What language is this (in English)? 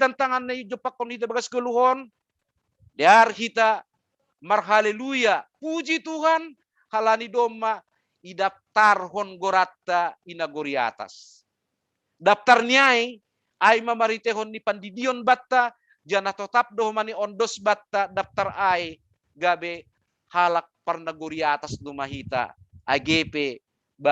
Batak Simalungun